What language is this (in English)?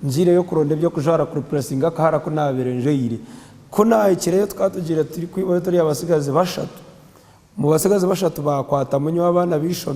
Nyankole